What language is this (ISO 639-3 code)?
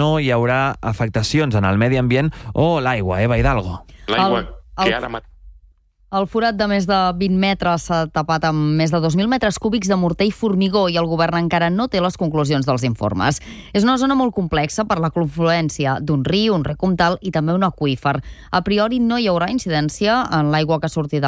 cat